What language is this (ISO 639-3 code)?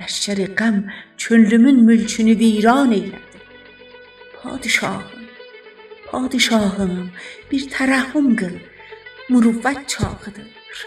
azb